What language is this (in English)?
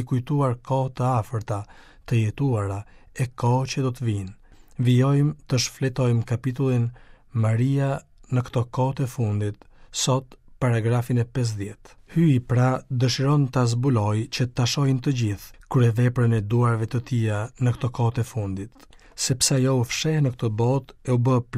Albanian